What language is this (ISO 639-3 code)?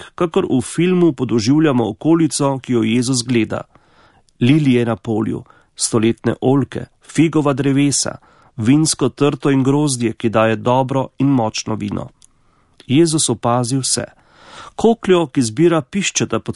slv